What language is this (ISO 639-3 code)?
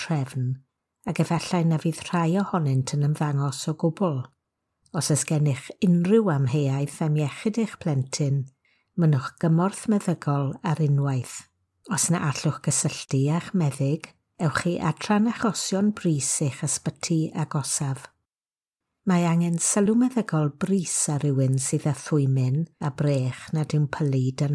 cym